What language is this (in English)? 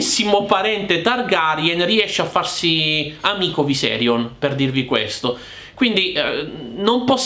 Italian